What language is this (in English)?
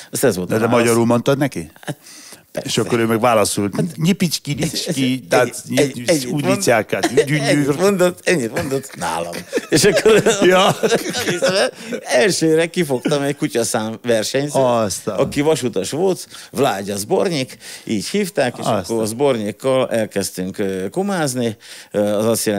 Hungarian